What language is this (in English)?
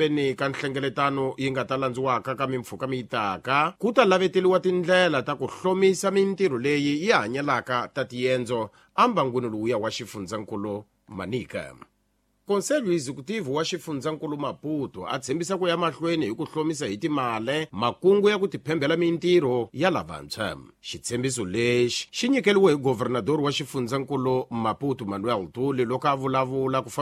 Tsonga